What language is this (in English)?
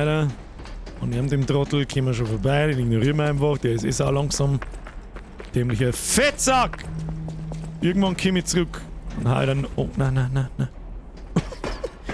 Bavarian